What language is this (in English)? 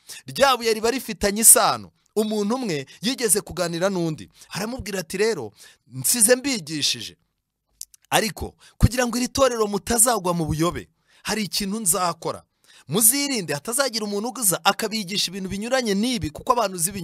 Kinyarwanda